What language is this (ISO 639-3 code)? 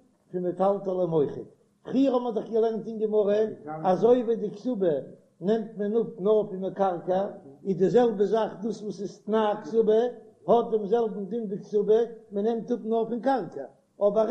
yid